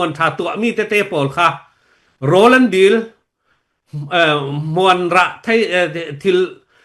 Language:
Falam Chin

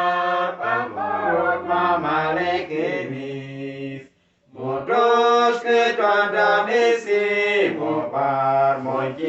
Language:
Uduk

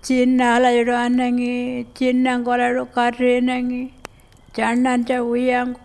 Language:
Pitjantjatjara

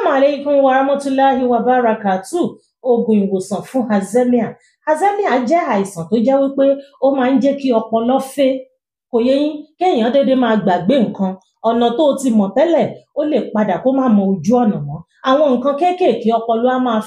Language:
Yoruba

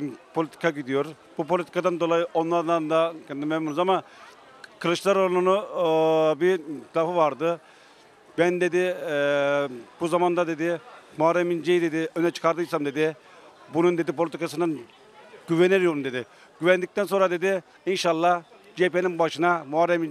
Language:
Turkish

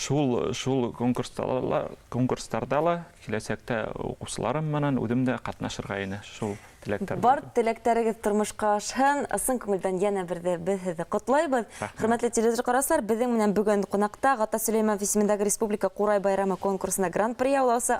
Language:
Bashkir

